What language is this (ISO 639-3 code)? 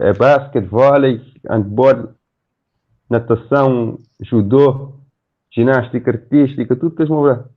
kea